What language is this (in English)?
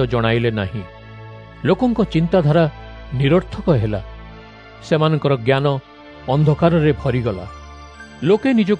Odia